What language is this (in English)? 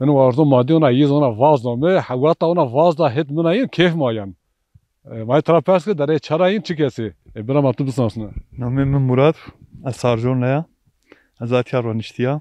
Zaza